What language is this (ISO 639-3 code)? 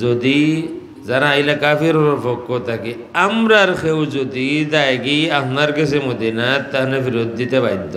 syl